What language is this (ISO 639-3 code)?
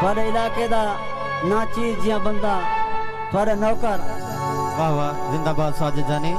skr